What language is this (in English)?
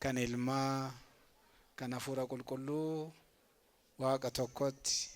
Oromo